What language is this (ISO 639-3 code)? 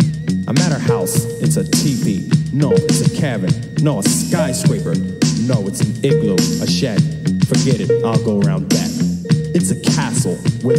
eng